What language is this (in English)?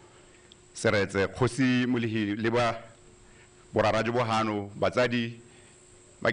Tswana